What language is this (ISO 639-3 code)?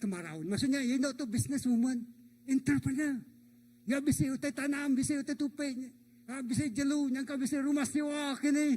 iba